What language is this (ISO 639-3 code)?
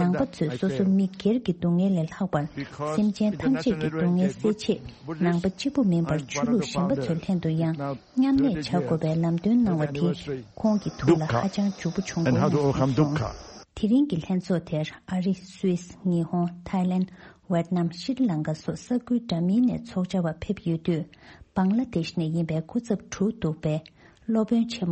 bod